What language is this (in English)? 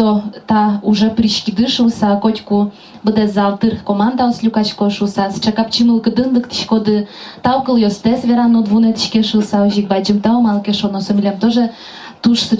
Udmurt